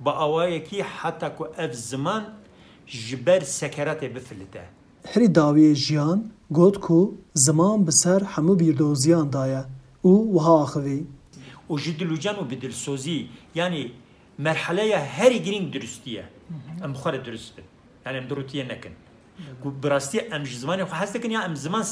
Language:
Kurdish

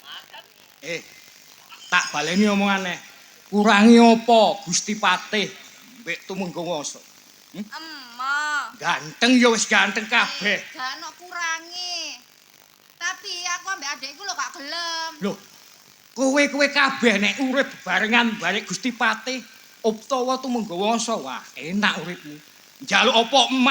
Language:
Javanese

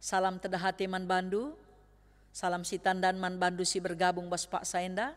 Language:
Batak Karo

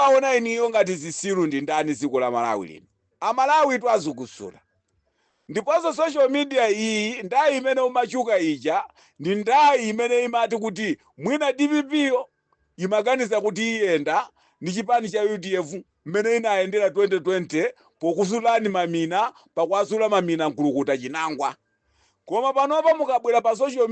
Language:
Nyanja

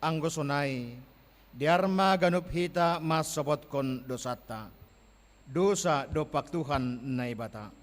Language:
Batak Simalungun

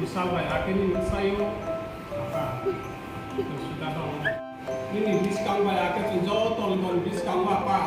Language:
Riang (India)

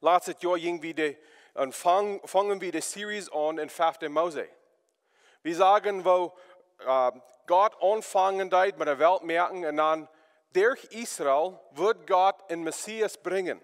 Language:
Plautdietsch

